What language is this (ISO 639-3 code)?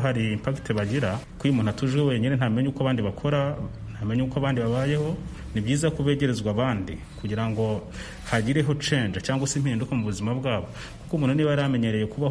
kin